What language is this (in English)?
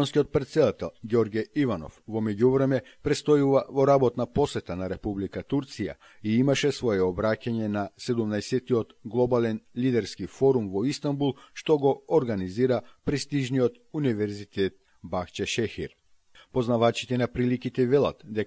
Macedonian